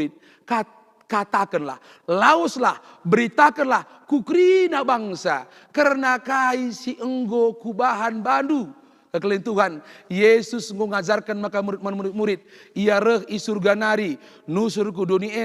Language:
Batak Karo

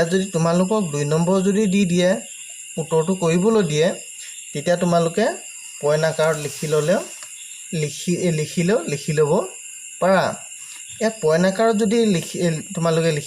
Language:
Assamese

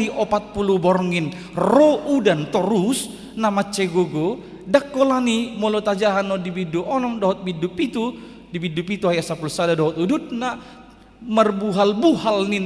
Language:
Batak Toba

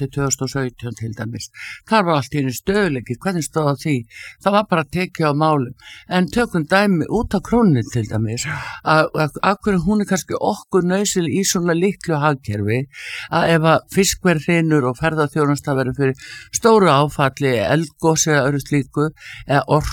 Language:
Icelandic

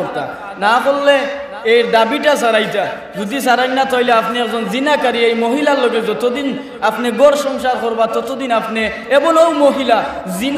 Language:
Sylheti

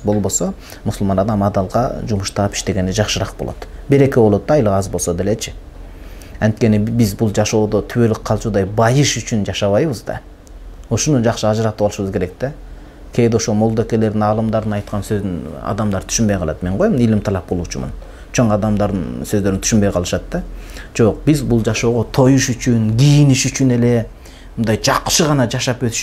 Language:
Kyrgyz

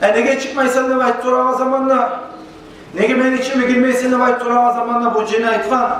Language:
Kumyk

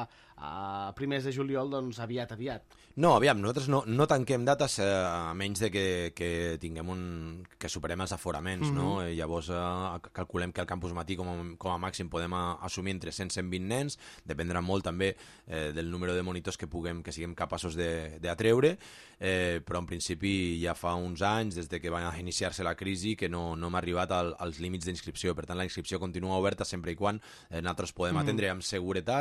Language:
Catalan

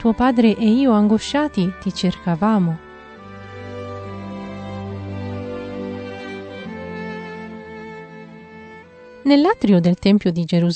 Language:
Italian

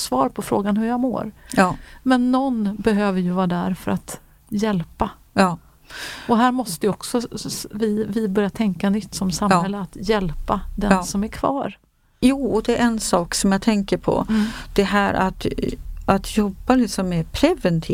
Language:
Swedish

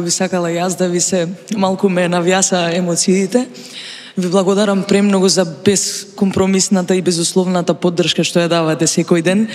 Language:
Macedonian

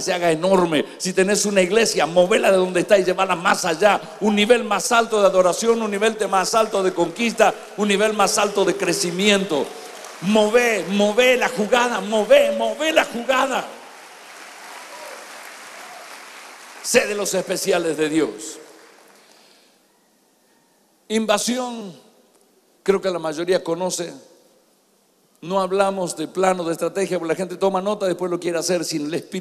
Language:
Spanish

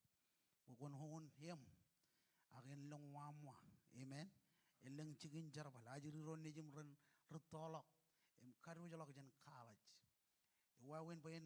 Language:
Marshallese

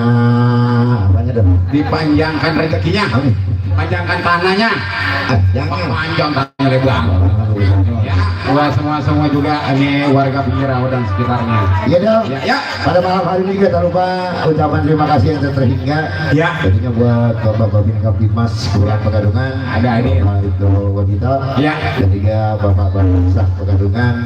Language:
Betawi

